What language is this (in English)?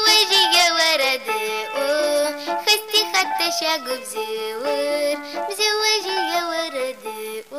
Adyghe